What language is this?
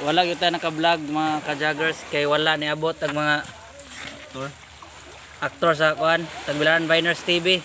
Cebuano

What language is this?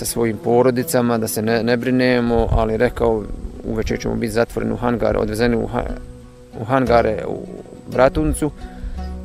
Bosnian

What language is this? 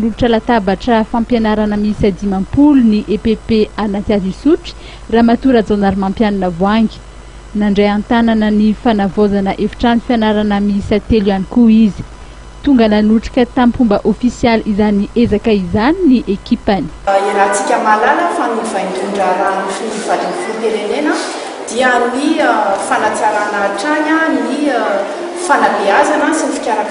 Malagasy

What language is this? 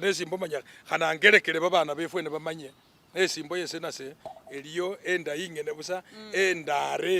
Masaaba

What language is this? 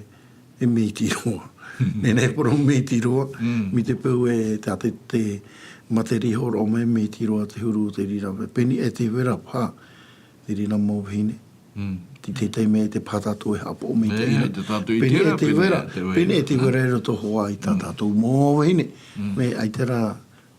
Tahitian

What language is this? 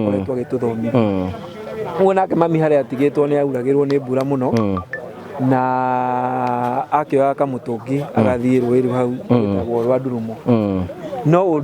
Kikuyu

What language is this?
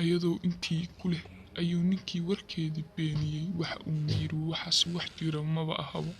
Somali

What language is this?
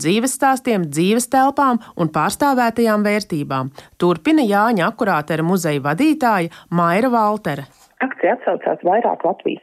Latvian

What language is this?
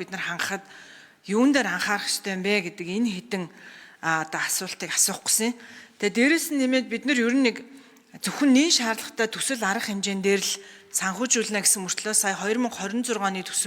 Mongolian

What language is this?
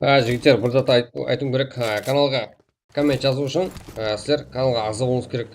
Kara-Kalpak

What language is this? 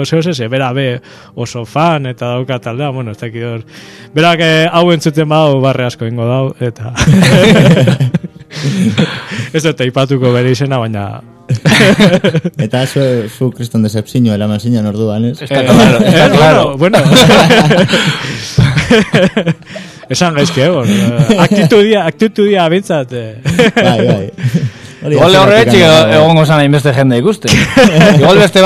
Basque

